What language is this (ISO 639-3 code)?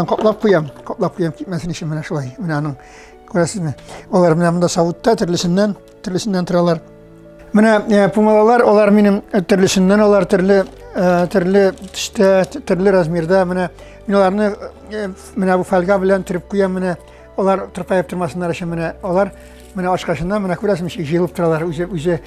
tat